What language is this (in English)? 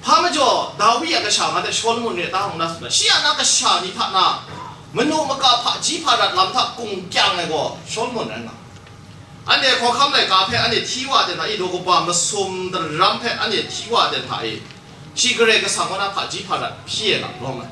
Kachin